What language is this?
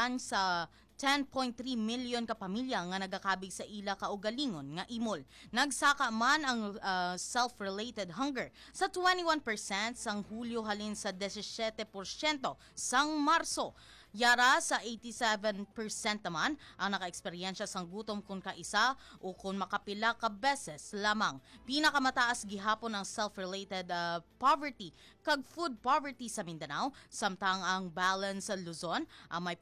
Hiligaynon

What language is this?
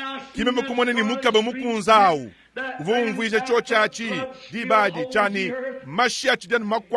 Luba-Lulua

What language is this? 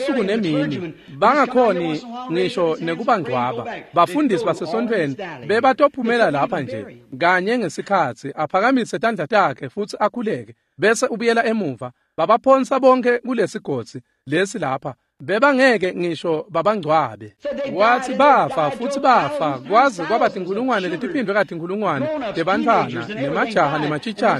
Swati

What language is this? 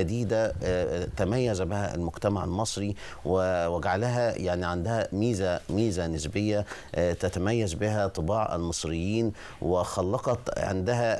Egyptian Arabic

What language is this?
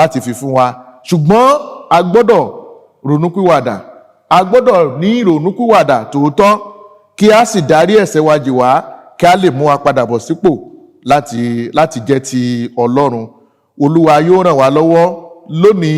Yoruba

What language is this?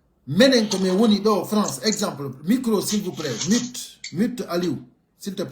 Pular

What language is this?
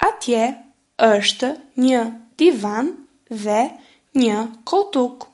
Albanian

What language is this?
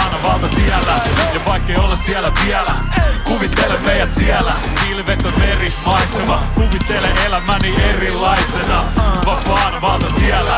Finnish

